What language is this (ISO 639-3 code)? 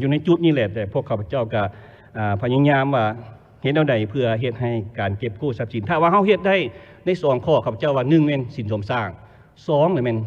lao